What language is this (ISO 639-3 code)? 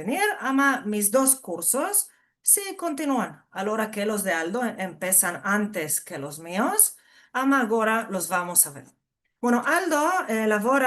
lad